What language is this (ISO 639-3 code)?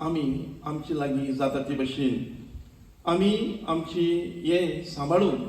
kok